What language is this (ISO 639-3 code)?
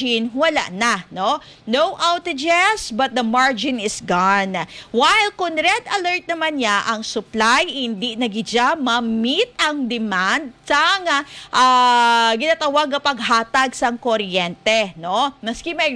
hil